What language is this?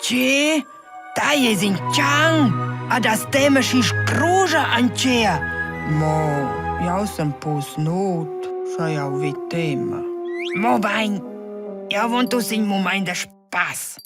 Romansh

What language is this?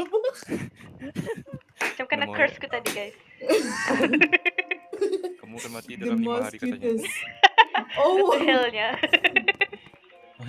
Malay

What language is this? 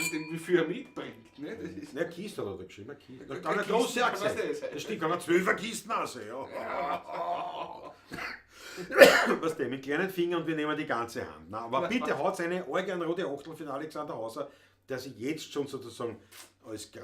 Bavarian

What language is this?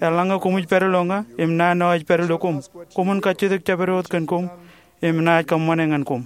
Marshallese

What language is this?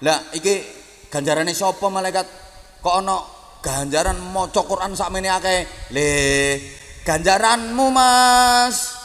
Javanese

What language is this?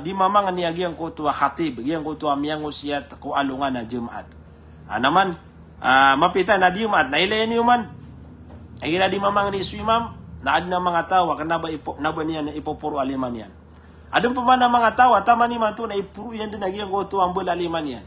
Maranao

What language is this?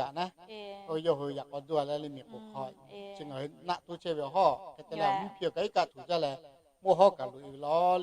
Lahu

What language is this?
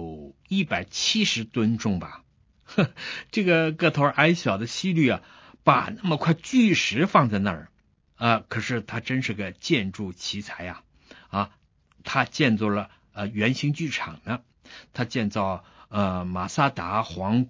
Chinese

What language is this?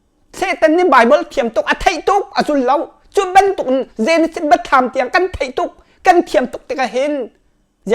Hakha Chin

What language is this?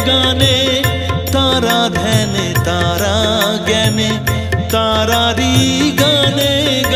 Bangla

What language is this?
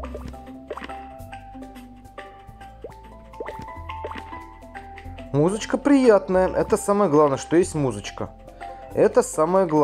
Russian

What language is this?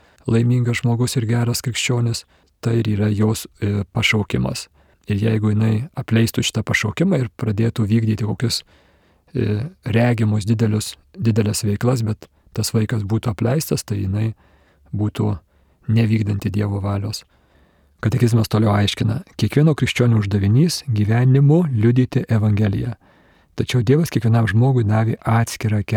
Lithuanian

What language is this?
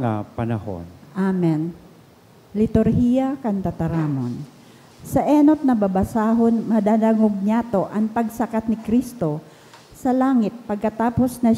Bikol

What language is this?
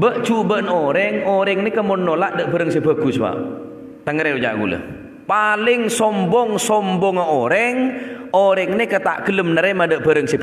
Madurese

